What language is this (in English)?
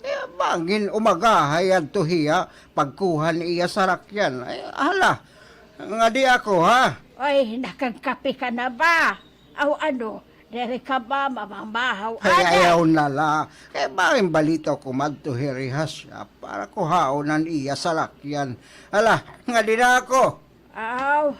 Waray